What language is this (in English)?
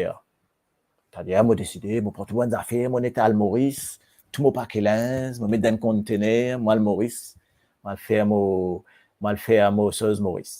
Morisyen